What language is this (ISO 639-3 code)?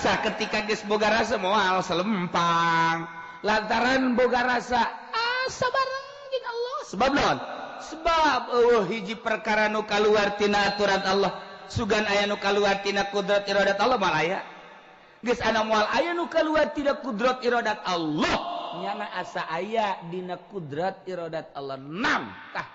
sun